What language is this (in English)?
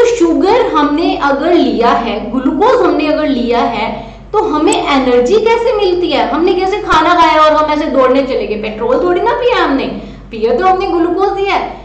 Hindi